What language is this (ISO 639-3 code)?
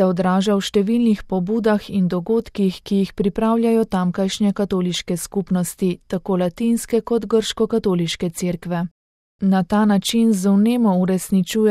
slv